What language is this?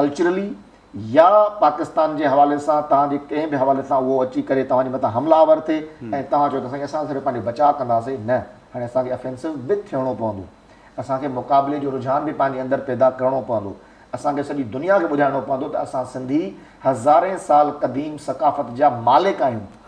Sindhi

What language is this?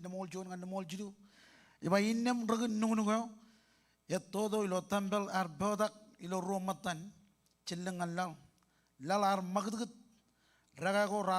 Marshallese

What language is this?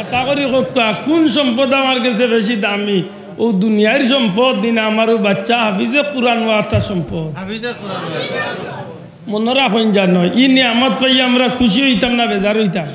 Sylheti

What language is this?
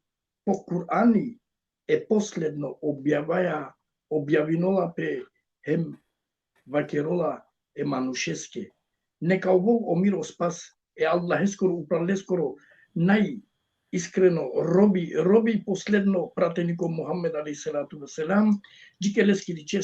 Balkan Romani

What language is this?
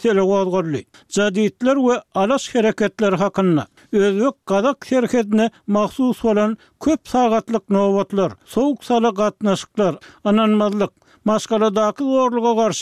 Turkmen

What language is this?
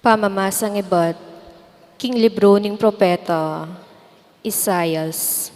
Pampanga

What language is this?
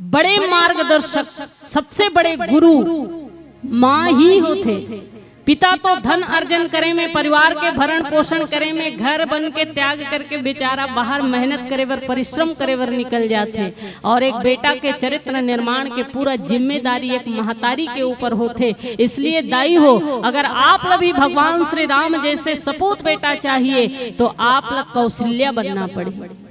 Chhattisgarhi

